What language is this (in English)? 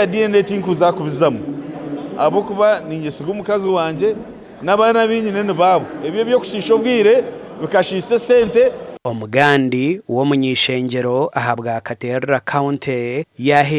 Nyankole